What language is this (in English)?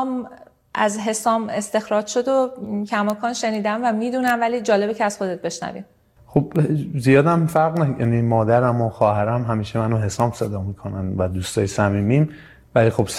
Persian